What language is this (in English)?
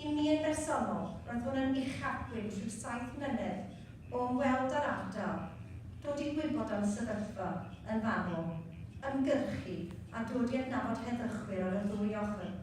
Welsh